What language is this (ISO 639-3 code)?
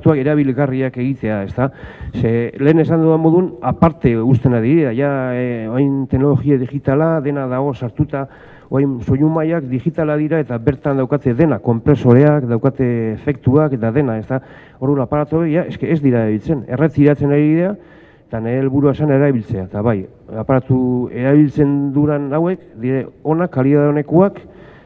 eus